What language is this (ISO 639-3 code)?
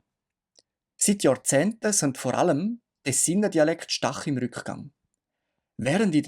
gsw